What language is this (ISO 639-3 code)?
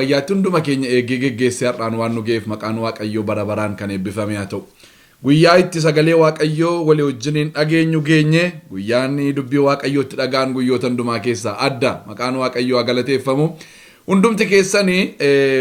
orm